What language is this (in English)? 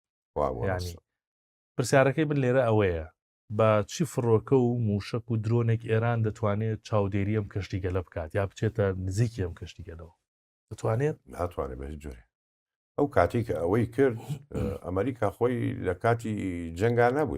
Central Kurdish